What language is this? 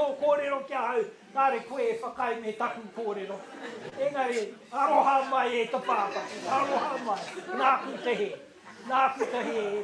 Māori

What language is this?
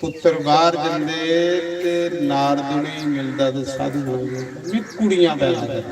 Dogri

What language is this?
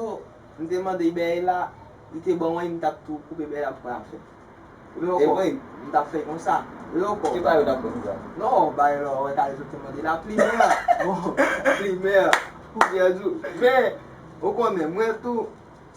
Haitian Creole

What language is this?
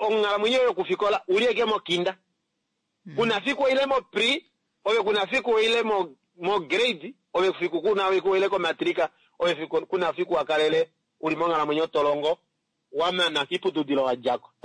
Kuanyama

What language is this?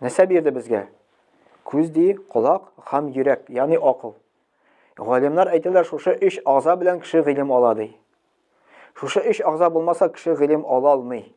Tatar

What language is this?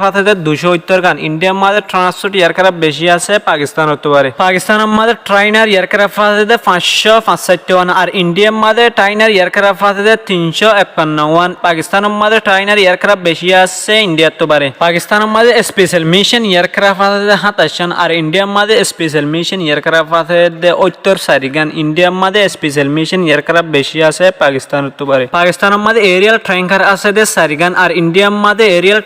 Rohingya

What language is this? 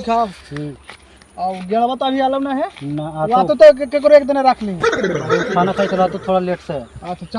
Magahi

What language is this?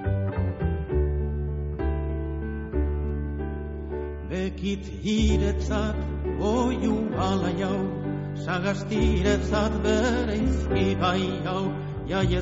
Basque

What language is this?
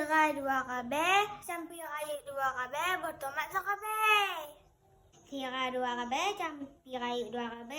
Achinese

